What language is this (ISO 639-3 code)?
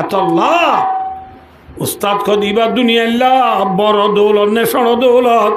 rhg